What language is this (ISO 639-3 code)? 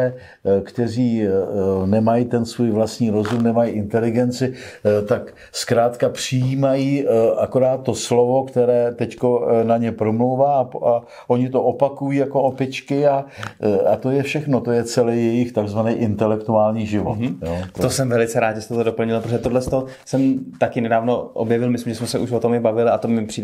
ces